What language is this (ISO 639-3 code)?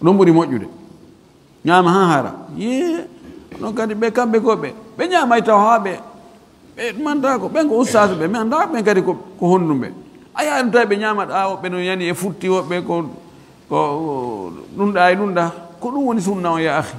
ful